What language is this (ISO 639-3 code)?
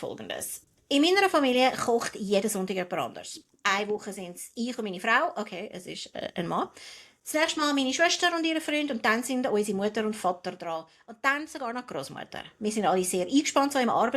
gsw